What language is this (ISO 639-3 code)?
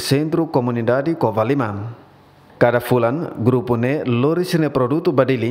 tet